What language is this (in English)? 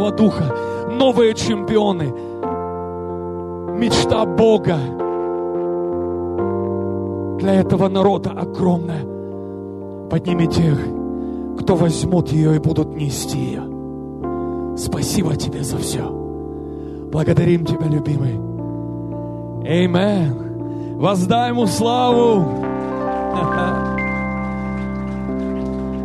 Russian